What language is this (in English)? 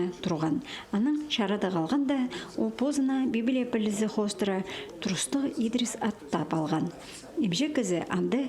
Khakas